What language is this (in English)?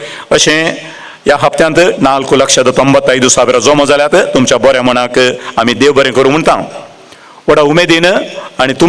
Konkani